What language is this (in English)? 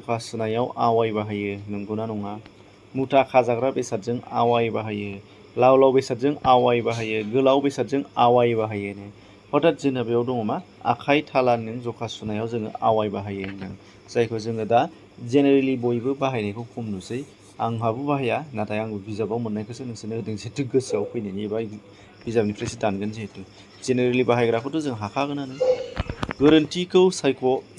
Bodo